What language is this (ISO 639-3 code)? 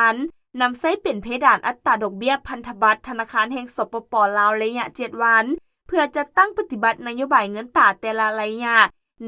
lao